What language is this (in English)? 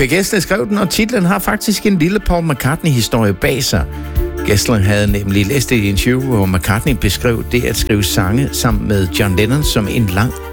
Danish